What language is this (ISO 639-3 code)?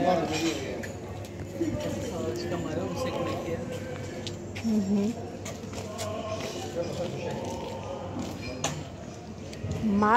por